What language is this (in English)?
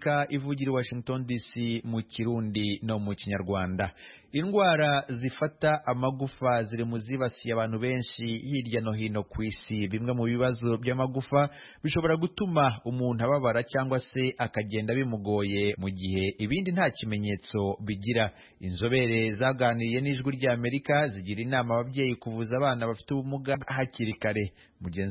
Kinyarwanda